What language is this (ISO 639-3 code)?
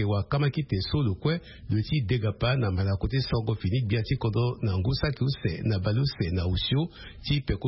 sag